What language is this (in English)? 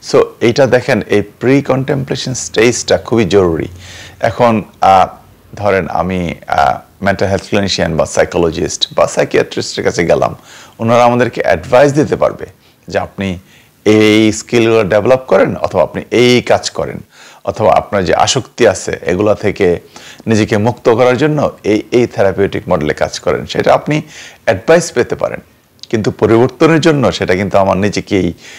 Bangla